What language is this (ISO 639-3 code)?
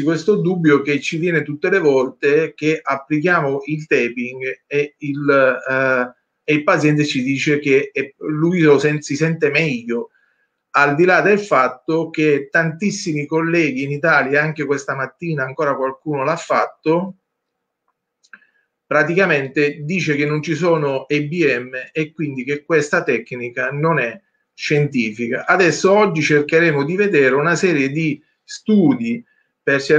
ita